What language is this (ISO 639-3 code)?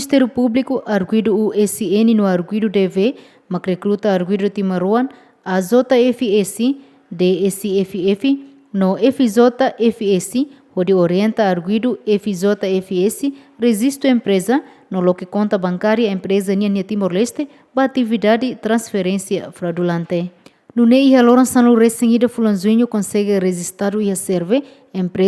tet